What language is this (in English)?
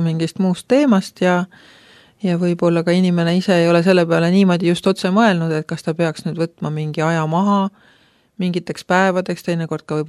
Estonian